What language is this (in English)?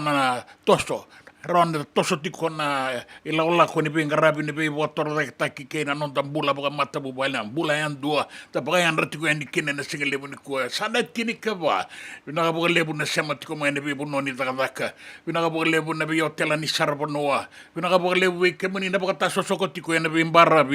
Fijian